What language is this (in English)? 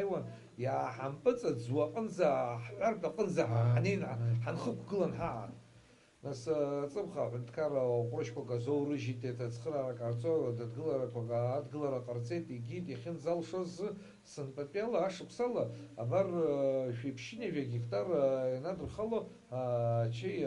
Abkhazian